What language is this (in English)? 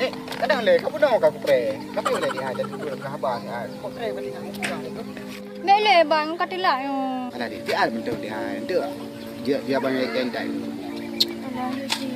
Achinese